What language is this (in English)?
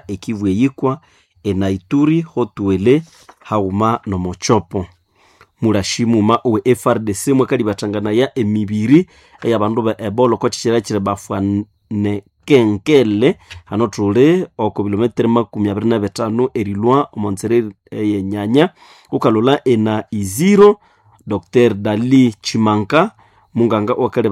Nande